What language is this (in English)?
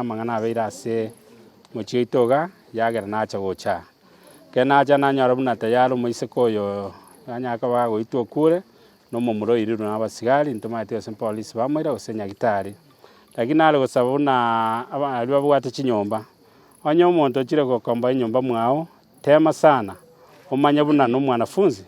Gusii